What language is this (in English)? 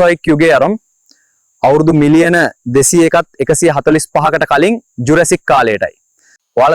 Sinhala